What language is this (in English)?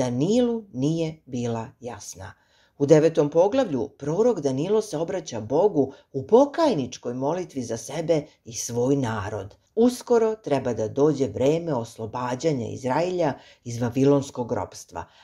Serbian